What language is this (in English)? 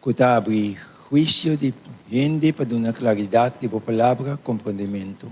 Papiamento